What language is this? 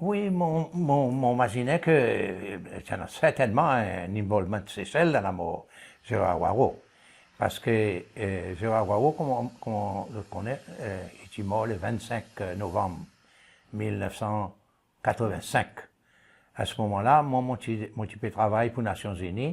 Seselwa Creole French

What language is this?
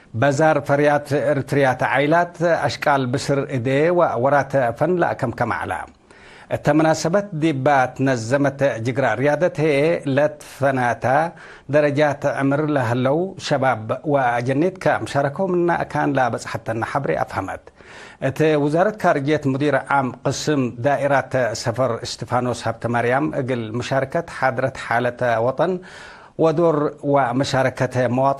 Tigre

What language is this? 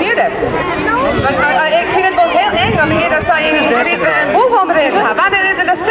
Western Frisian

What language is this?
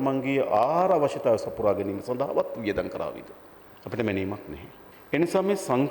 Sinhala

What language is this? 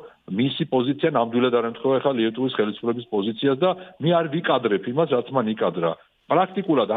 Georgian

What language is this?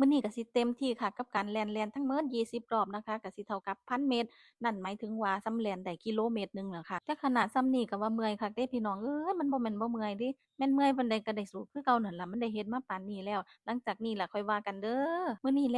Northeastern Thai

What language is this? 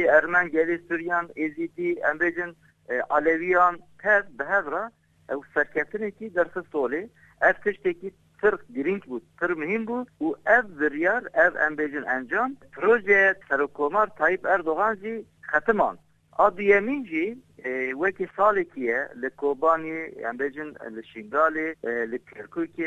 Kurdish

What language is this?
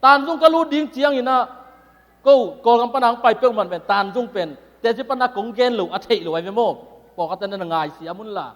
Tedim Chin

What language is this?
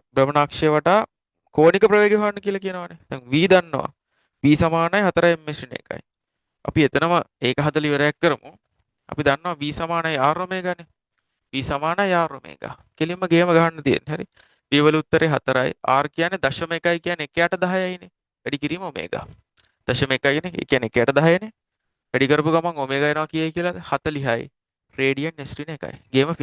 Sinhala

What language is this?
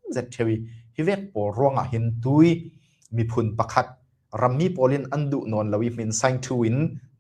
Falam Chin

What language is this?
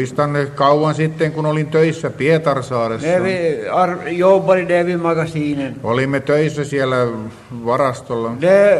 Finnish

